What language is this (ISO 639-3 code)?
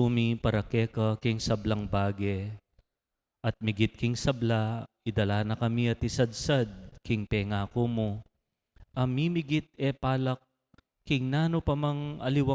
pam